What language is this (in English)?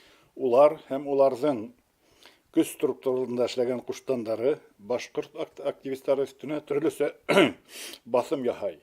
Bashkir